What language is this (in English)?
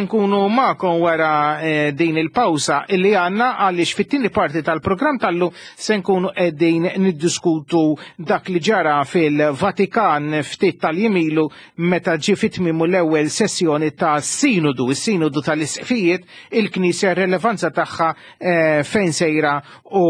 Maltese